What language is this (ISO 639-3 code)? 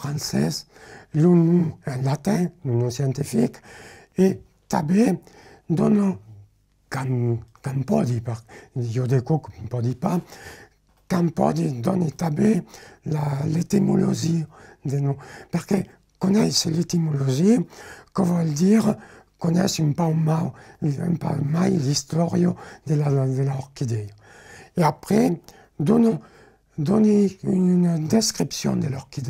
oci